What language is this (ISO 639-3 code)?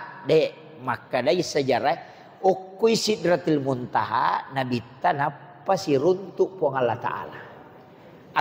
bug